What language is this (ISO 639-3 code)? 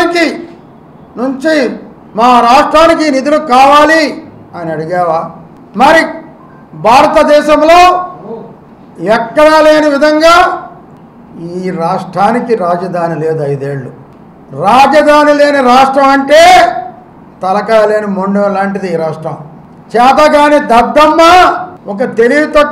tel